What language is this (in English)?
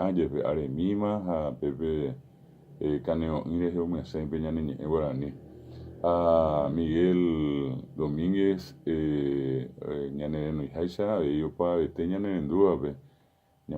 Guarani